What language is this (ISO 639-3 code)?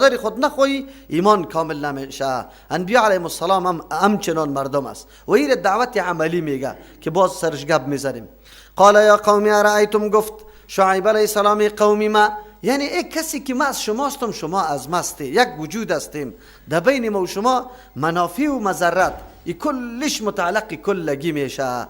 fas